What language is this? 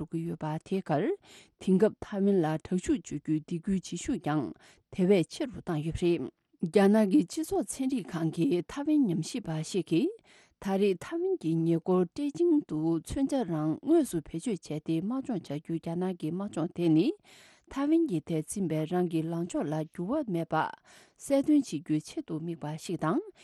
Tibetan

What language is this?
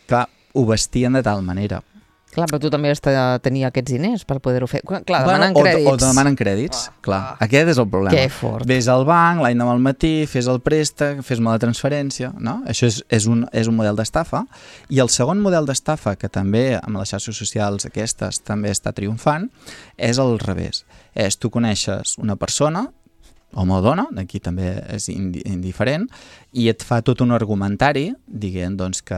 Catalan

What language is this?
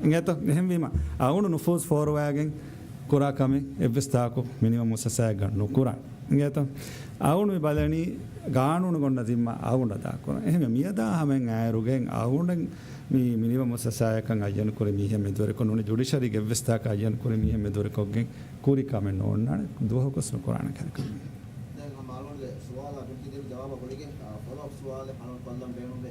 Divehi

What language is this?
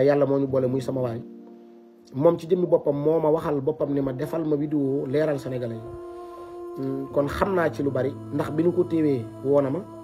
Wolof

